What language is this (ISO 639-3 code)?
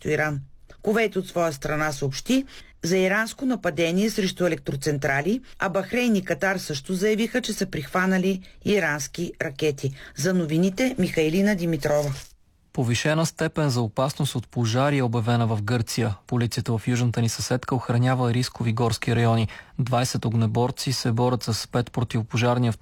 bul